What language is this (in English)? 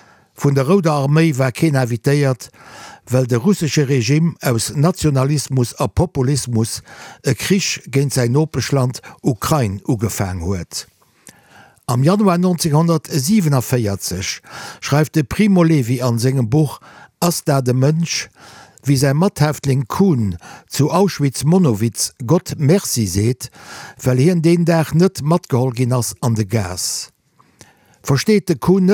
Luxembourgish